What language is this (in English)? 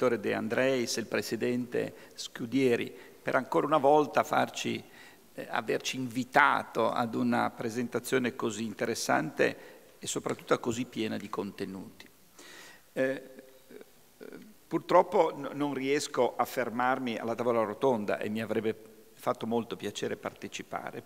Italian